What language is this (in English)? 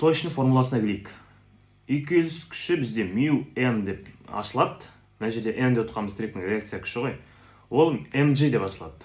Kazakh